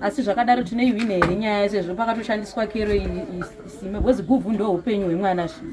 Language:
Shona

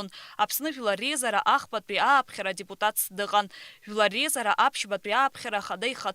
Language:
Abkhazian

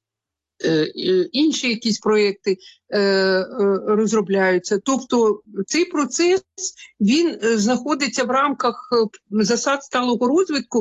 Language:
Ukrainian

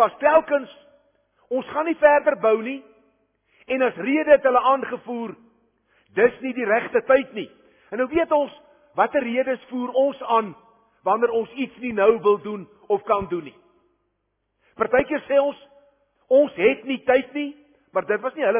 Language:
Afrikaans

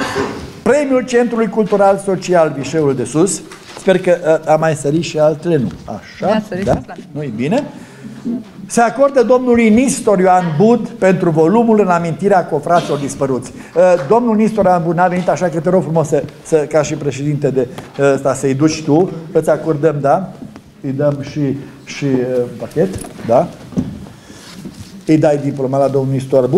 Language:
Romanian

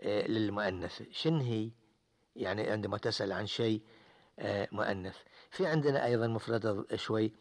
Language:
Gulf Arabic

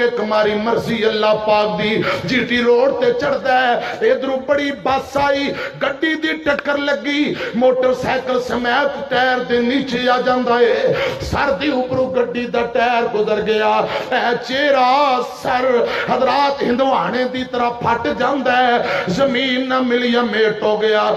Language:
Western Panjabi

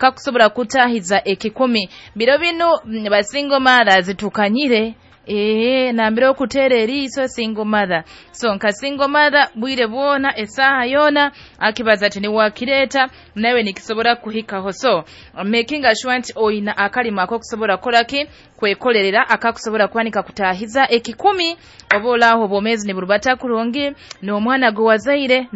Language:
Nyoro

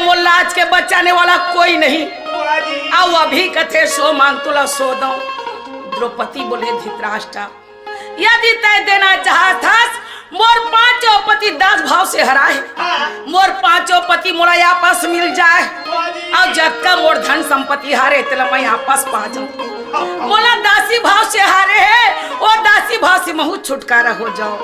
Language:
Chhattisgarhi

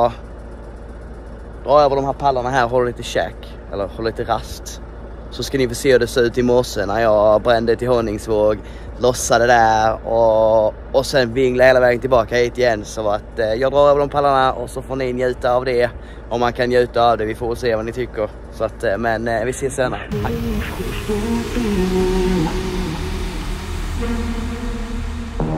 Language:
Swedish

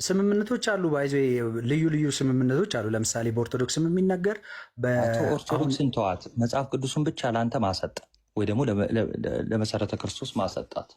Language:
Amharic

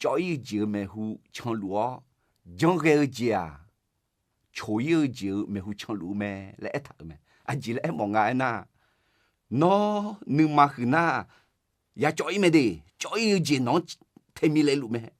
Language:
Akha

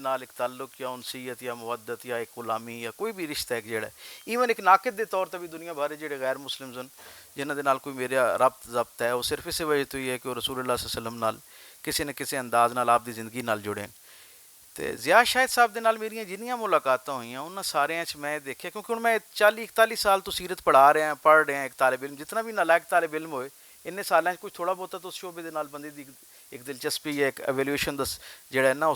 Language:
Western Panjabi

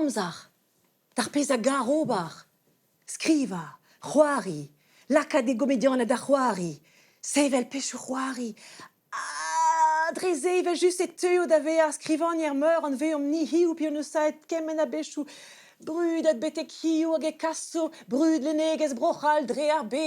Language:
Breton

